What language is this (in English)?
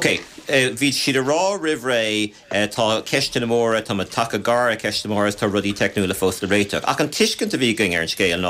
Irish